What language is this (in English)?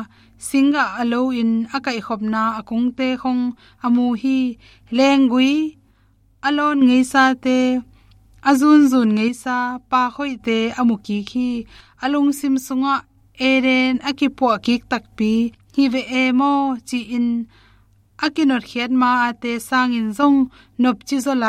Tedim Chin